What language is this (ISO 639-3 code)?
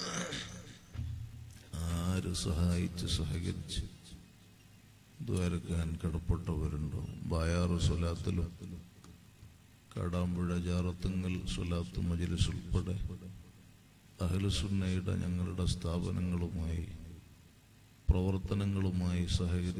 mal